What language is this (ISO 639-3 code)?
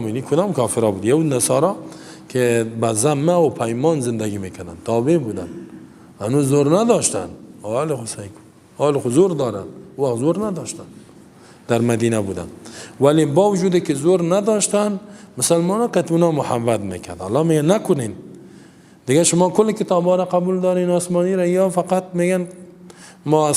fas